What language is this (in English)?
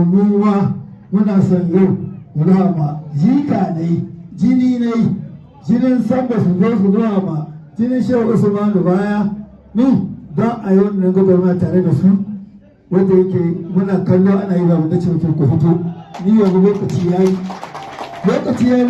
Hausa